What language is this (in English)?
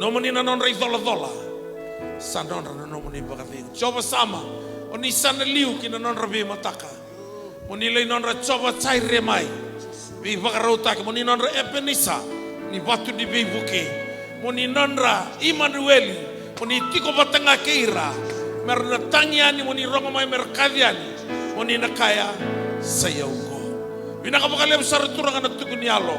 Fijian